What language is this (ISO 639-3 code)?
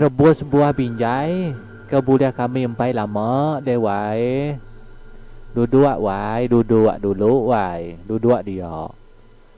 iba